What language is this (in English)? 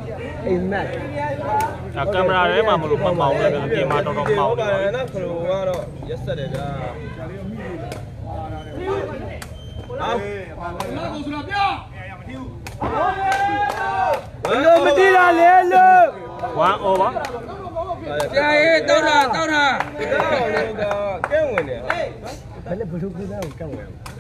Burmese